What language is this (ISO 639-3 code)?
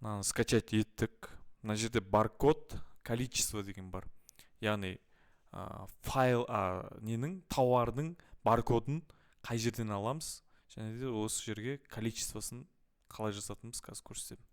kaz